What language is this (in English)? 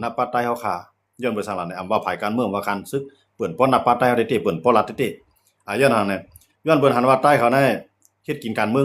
Shan